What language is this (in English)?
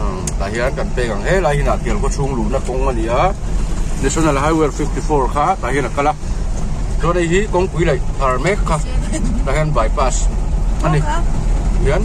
Mizo